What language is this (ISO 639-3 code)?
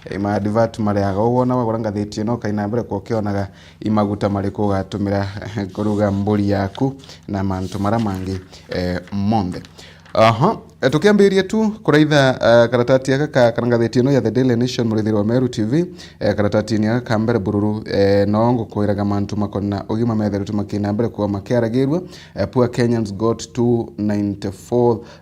mer